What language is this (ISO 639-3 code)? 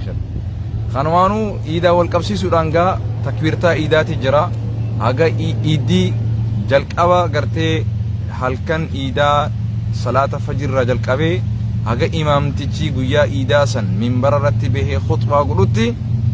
orm